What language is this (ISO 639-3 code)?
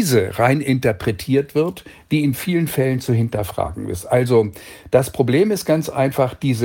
deu